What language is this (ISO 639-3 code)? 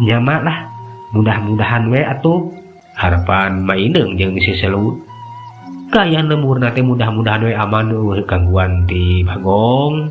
sun